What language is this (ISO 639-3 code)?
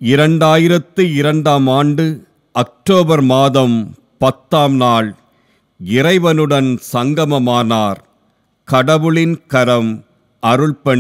tam